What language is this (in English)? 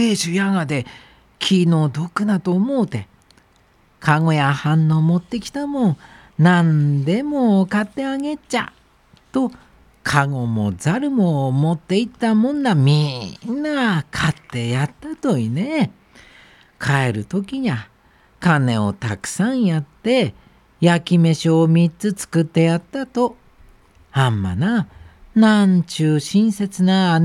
Japanese